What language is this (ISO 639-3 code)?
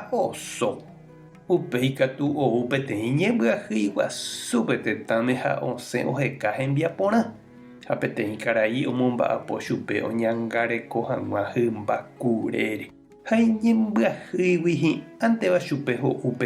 grn